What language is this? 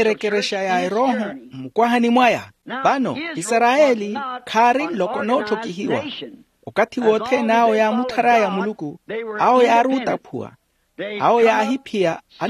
Makhuwa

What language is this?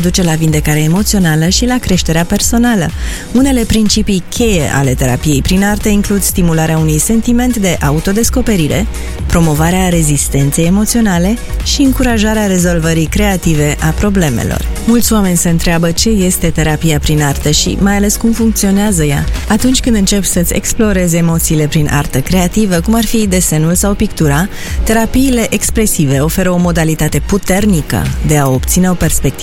Romanian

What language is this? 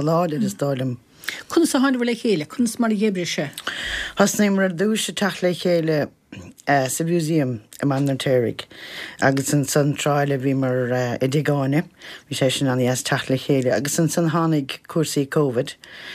Irish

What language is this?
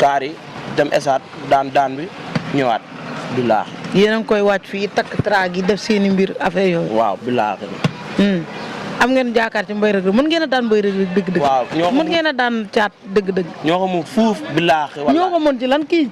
Wolof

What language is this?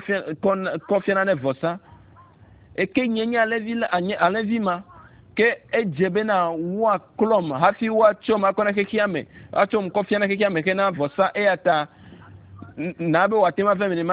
Ewe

